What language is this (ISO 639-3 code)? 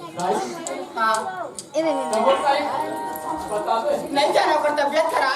hne